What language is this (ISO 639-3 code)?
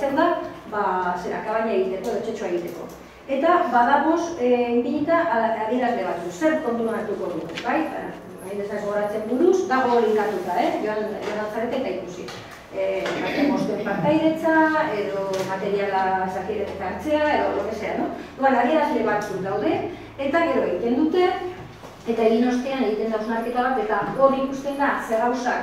eus